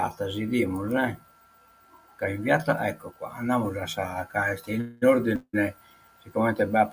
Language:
Sardinian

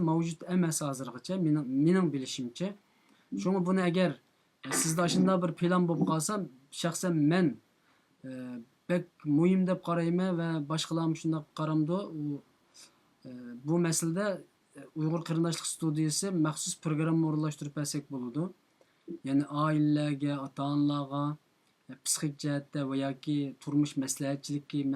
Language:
Uyghur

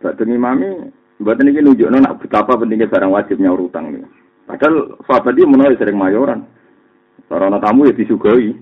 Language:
Javanese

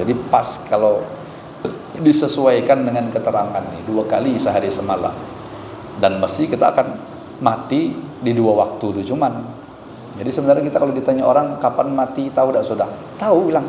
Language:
Banjar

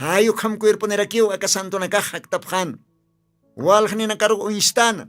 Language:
Aymara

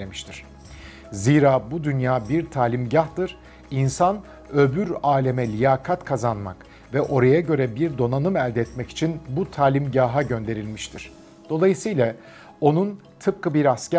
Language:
Turkish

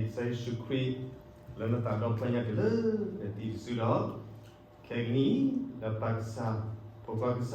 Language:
S'gaw Karen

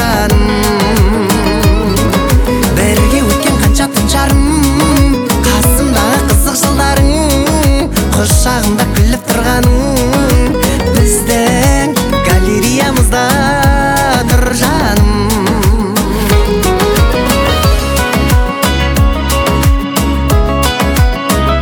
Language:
Kazakh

